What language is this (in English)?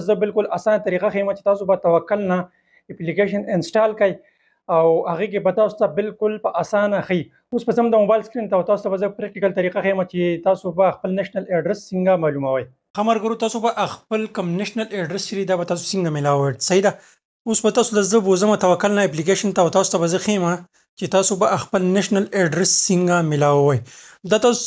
Pashto